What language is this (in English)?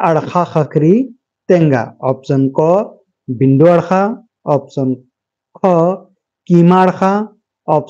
Kurukh